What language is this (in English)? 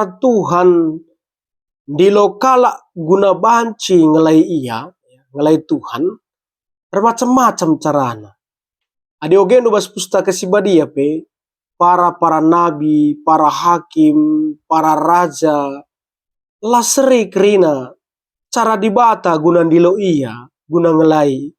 Batak Karo